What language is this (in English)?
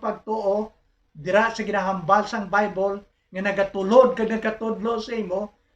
Hiligaynon